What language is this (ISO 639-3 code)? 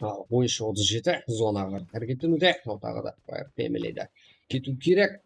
kaa